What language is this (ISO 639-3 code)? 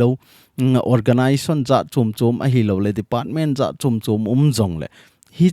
tcz